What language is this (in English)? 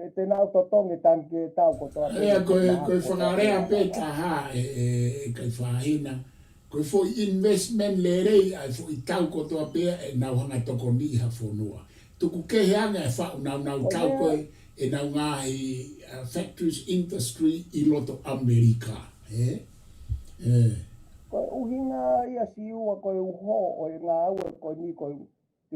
Tongan